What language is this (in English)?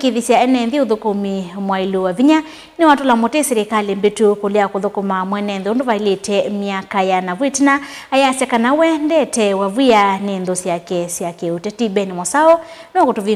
Kamba